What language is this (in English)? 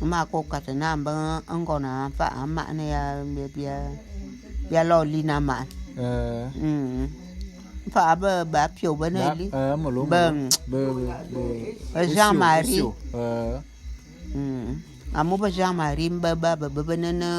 Bulu